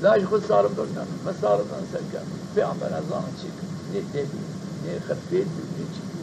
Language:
Zaza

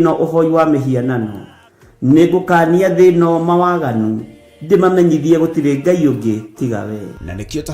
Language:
Kikuyu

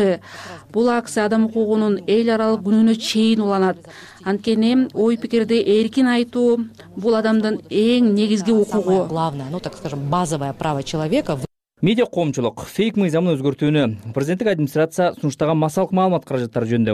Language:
Kyrgyz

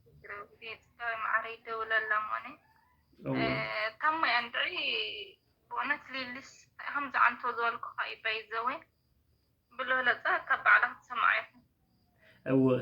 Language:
Tigrinya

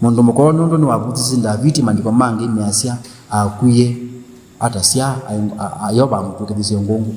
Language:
Kamba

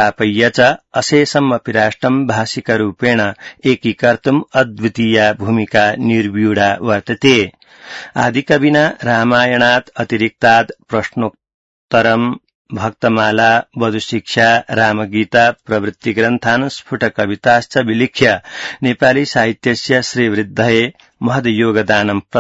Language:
Sanskrit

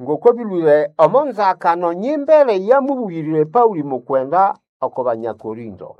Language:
Nande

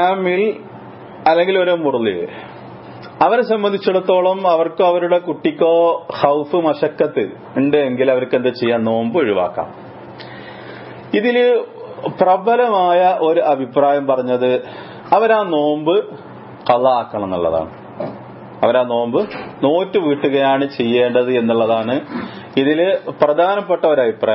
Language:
Malayalam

